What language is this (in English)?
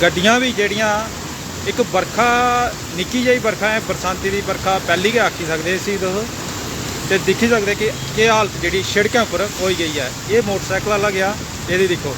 Dogri